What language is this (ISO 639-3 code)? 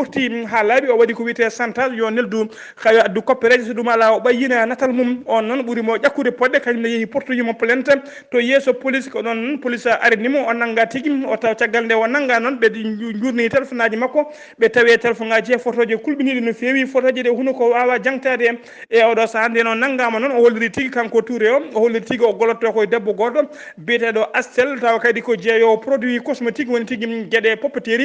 ful